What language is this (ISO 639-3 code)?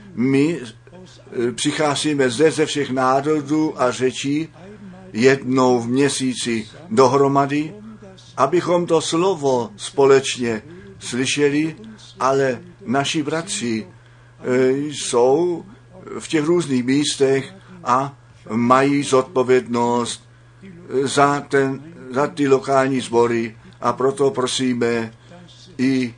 ces